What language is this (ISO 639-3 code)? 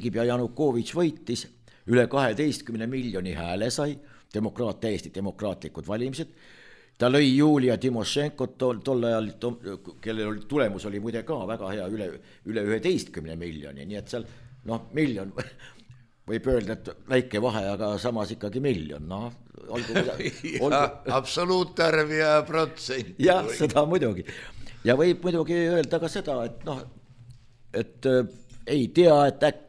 est